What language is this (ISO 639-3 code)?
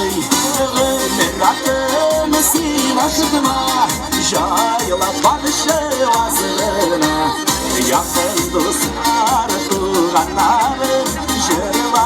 tat